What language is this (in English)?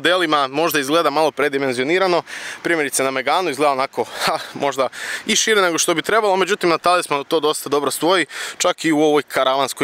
Croatian